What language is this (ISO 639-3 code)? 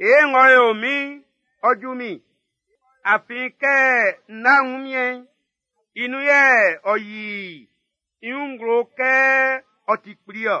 bci